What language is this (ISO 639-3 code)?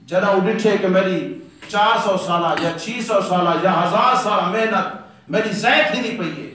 skr